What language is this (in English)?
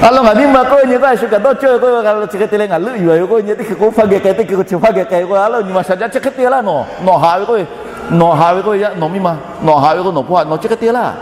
Lahu